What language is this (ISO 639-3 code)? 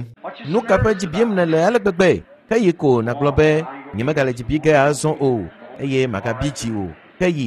ewe